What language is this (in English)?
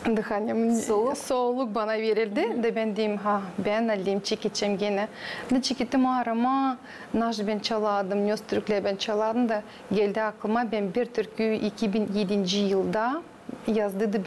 Gagauz